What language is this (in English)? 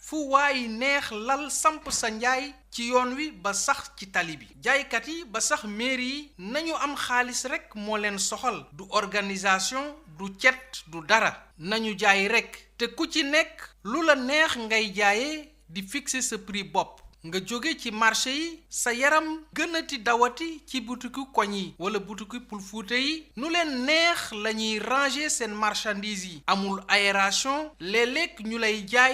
Wolof